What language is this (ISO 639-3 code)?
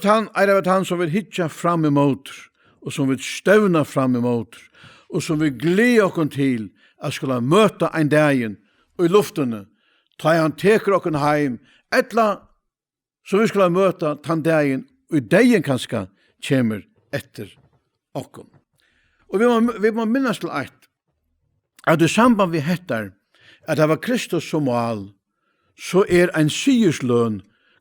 fao